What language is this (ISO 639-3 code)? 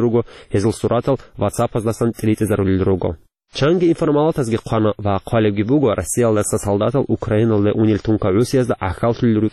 ava